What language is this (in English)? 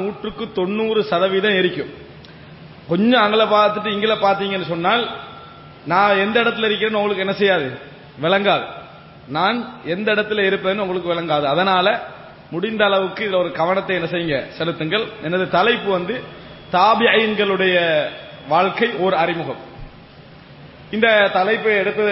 Tamil